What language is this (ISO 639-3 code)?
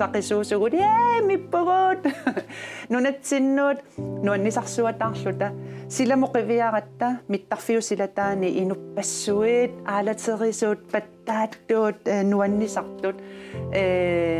kal